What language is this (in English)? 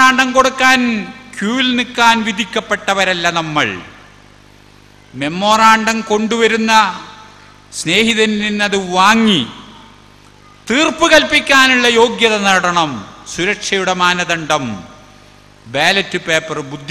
Malayalam